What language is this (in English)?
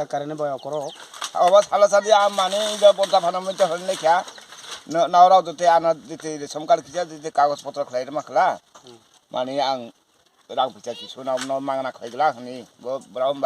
Kok Borok